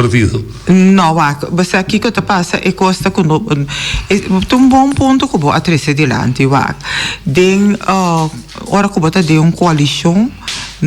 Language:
Papiamento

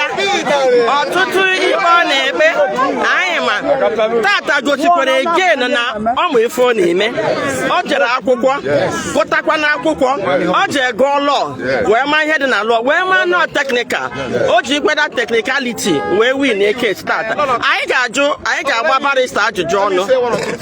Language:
Igbo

